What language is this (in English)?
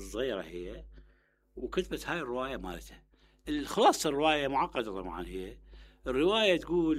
Mesopotamian Arabic